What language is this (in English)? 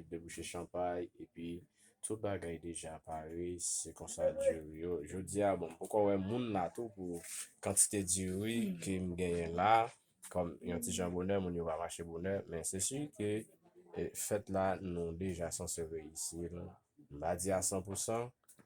Haitian Creole